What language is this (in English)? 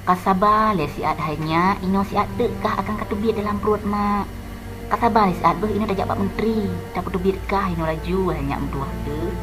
Achinese